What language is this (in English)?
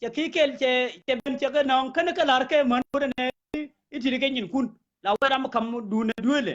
Nuer